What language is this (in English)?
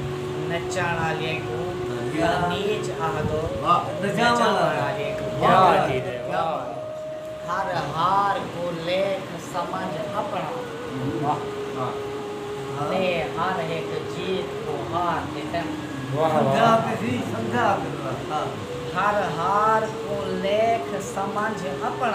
Saraiki